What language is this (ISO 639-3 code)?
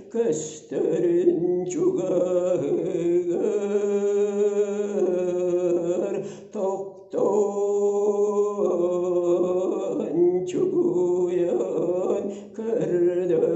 sah